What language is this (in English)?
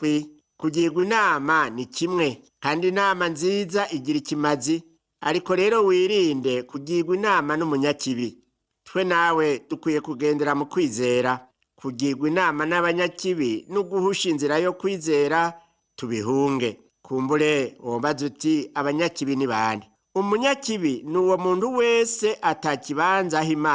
Rundi